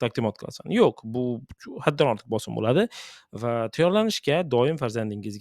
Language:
Uzbek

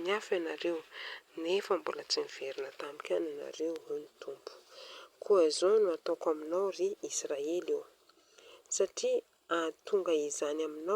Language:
Malagasy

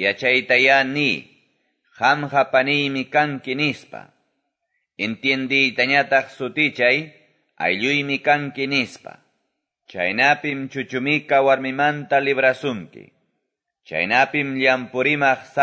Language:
Quechua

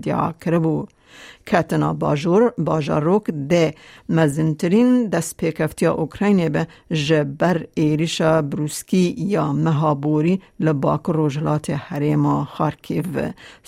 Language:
Kurdish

